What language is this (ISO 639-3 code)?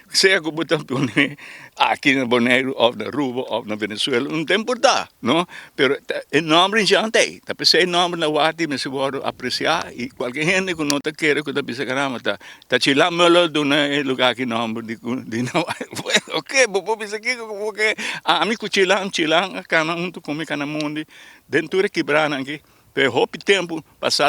pap